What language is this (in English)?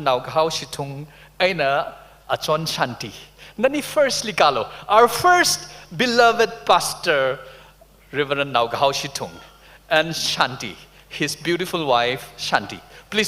Tangkhul Naga (India)